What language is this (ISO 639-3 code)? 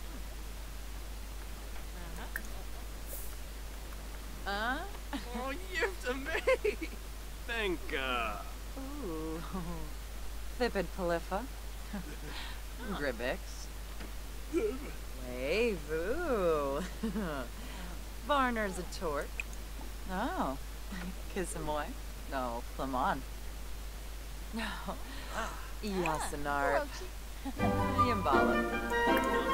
fin